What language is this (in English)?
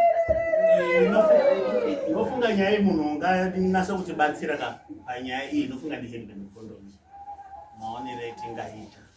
Shona